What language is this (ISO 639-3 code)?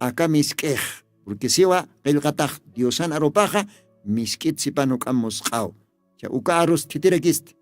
aym